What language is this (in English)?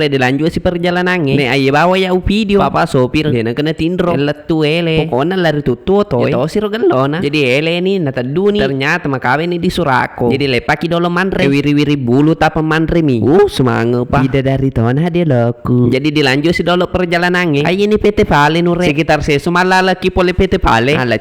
Buginese